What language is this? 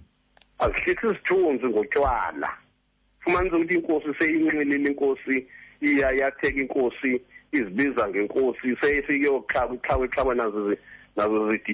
Xhosa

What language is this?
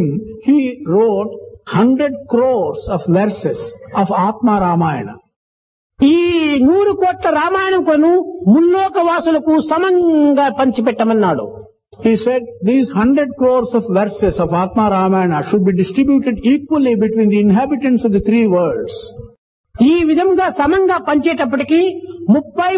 Telugu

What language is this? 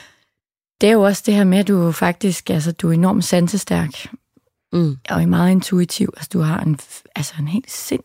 Danish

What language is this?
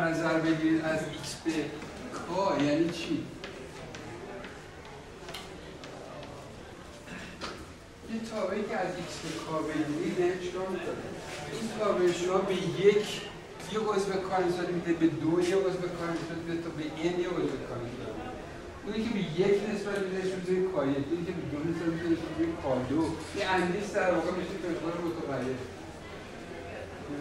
Persian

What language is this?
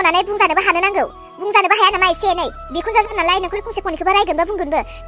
Bodo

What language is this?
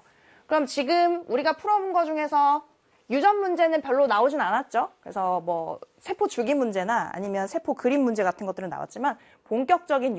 Korean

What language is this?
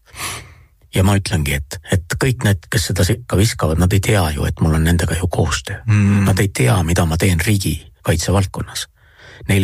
Estonian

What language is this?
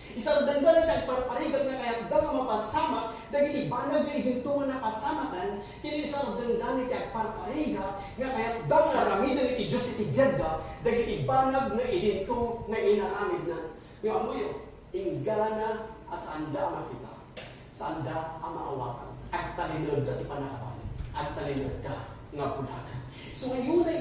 Iloko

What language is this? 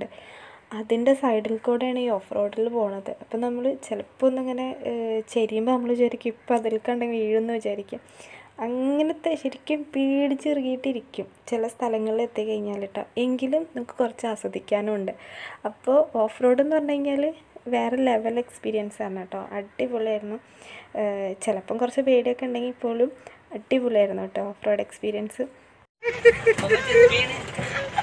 Malayalam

